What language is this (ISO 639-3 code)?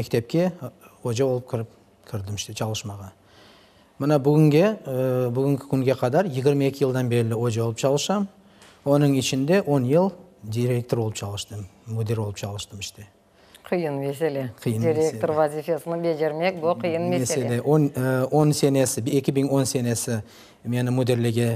crh